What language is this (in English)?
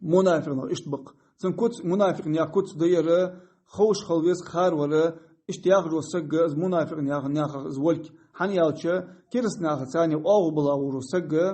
Ingush